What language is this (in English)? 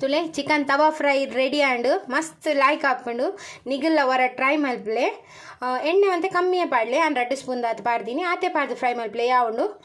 Tulu